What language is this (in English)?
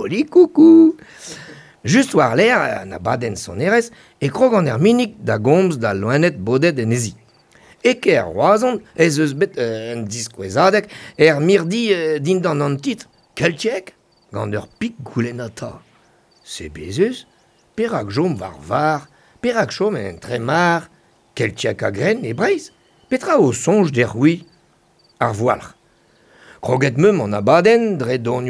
Breton